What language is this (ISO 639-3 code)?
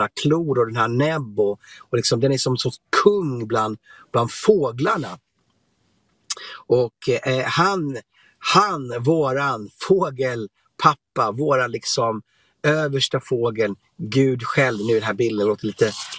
swe